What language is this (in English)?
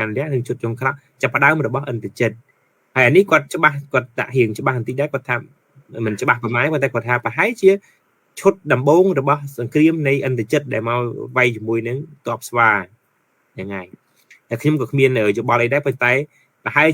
Khmer